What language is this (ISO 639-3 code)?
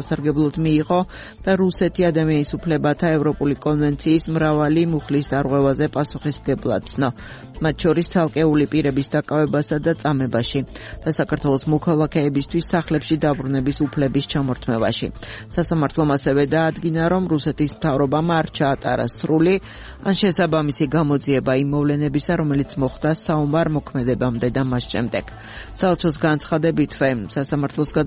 kat